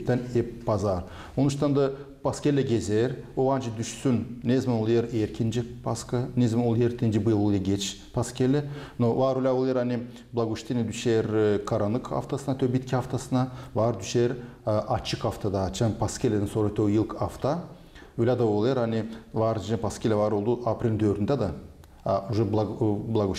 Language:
Gagauz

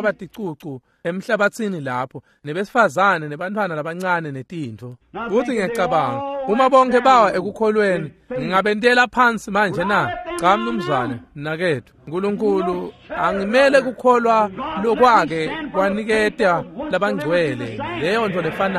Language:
Swati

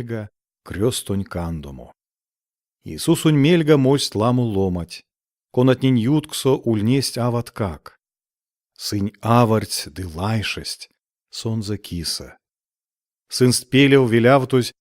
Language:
Erzya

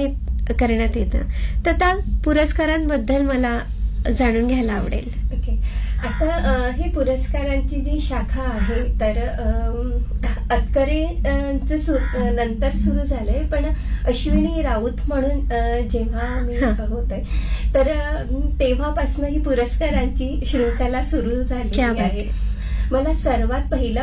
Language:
Marathi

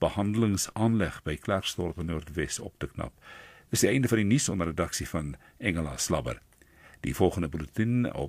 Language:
Afrikaans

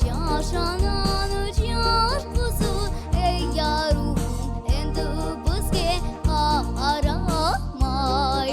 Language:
Crimean Tatar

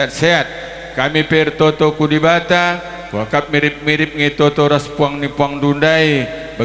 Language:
Batak Karo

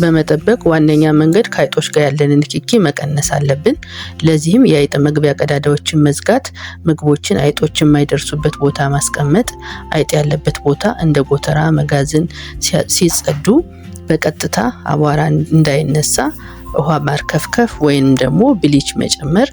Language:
Amharic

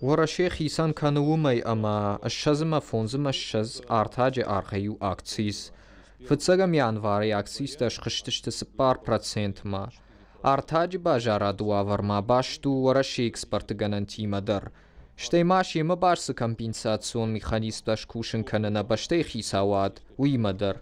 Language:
Ossetic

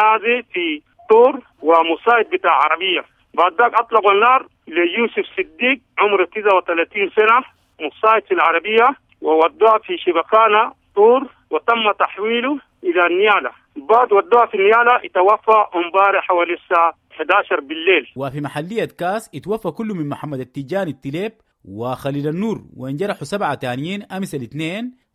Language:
Sudanese Arabic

